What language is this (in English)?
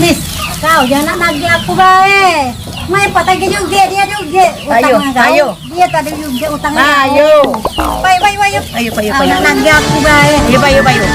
Musi